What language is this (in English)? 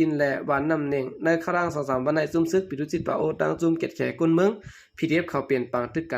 Shan